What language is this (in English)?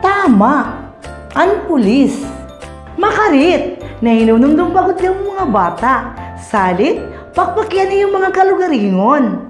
Waray